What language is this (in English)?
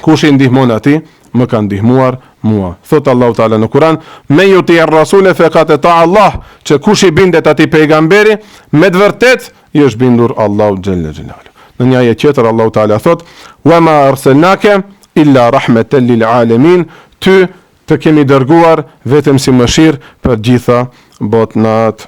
Albanian